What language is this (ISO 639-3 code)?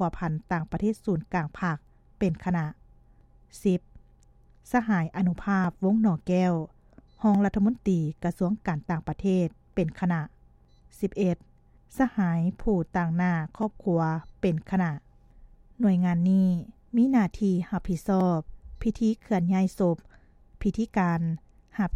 lao